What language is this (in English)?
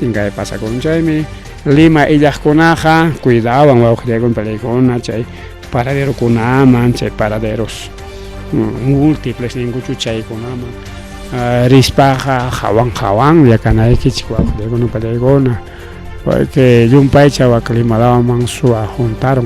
Ayacucho Quechua